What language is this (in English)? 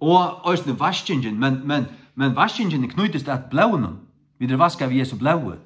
Faroese